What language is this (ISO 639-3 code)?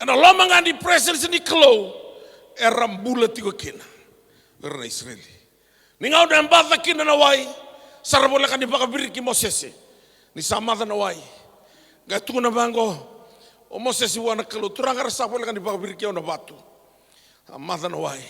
fij